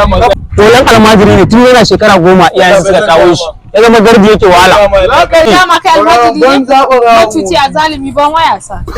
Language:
Hausa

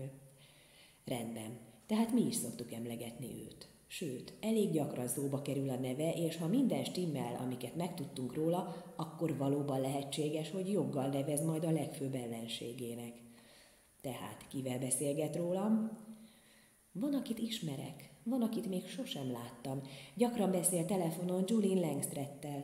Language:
Hungarian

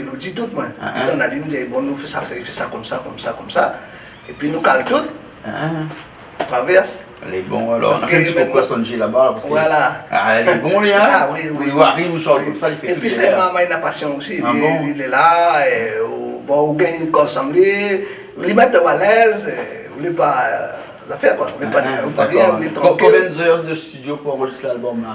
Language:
Réunion Creole French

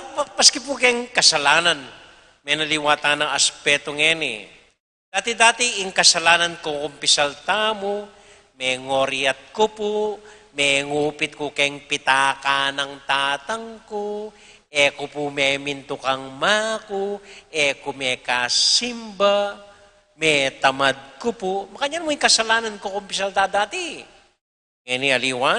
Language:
Pampanga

